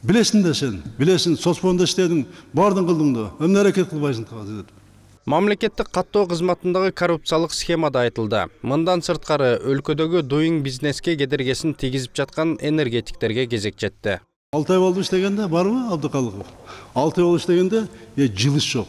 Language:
Kyrgyz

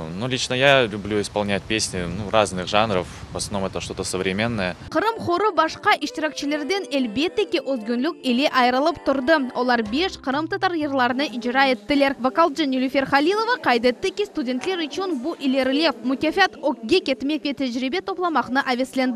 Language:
Crimean Tatar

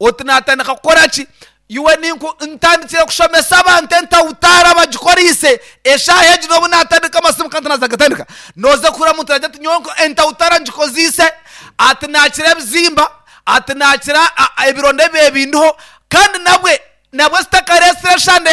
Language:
Nyankole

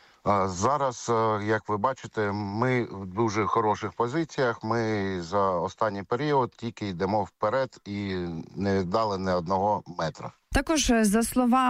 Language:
Ukrainian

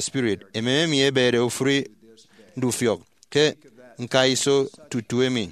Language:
Efik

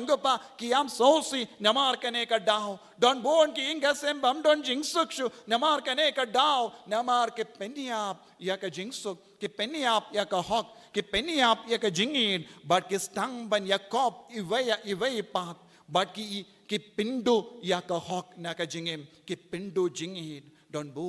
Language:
Khasi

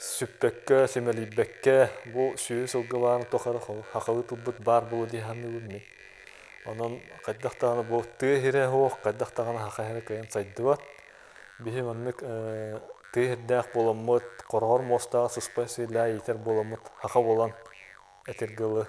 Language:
Yakut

